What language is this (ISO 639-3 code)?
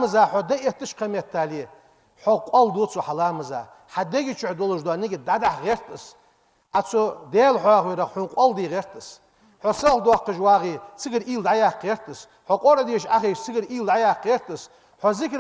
inh